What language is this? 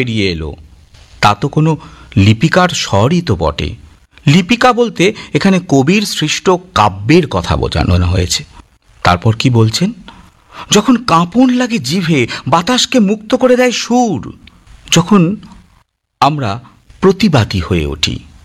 Bangla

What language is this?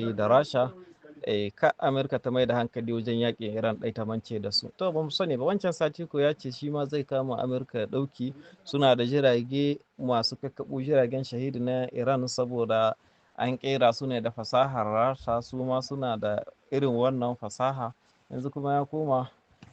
Hausa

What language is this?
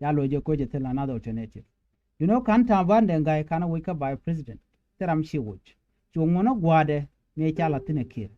Nuer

